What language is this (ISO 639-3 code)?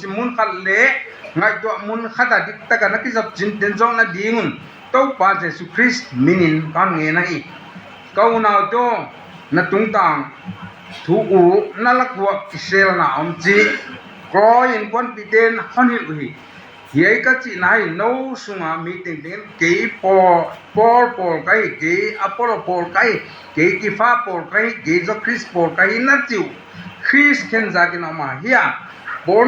ctd